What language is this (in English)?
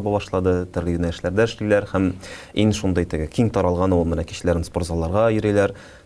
Tatar